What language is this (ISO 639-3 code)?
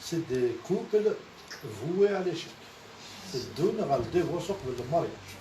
kab